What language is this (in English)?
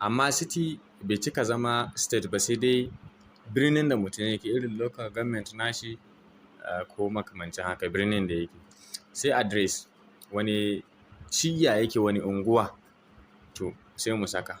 Hausa